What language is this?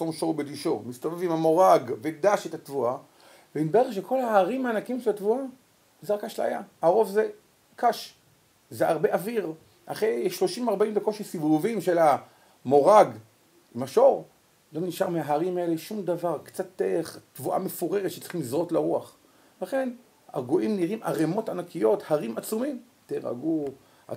Hebrew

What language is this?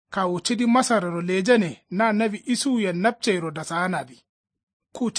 Kanuri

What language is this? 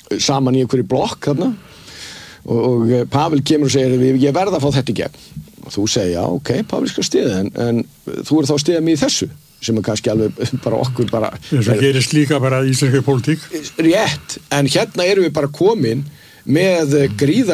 Icelandic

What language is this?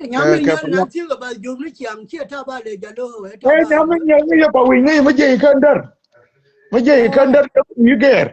Nuer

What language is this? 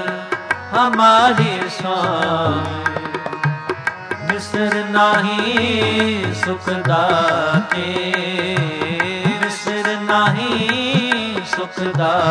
Punjabi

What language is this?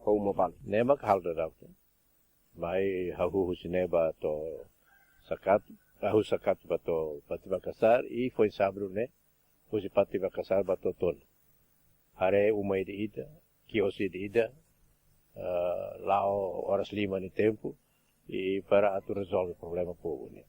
Tetum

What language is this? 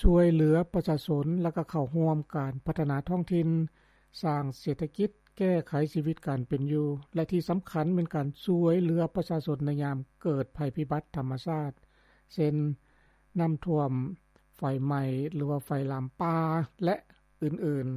Lao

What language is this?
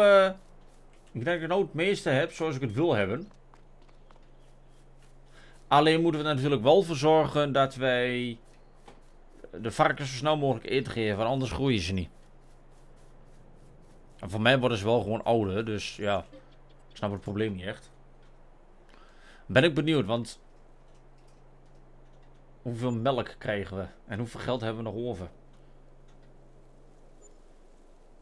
Dutch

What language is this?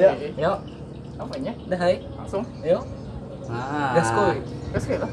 Banjar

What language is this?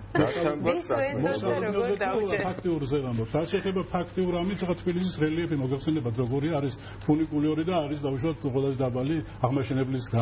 Georgian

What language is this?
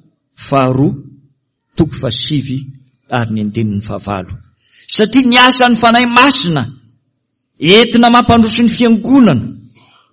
Malagasy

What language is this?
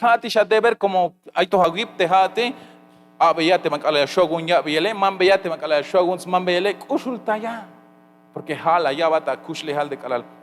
Tzeltal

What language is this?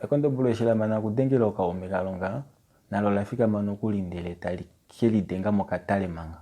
Kuanyama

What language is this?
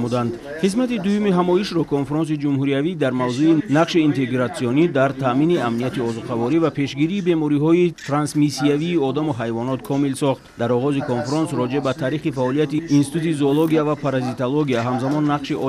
Tajik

